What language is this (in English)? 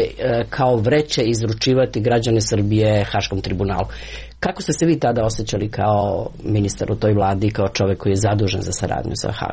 Serbian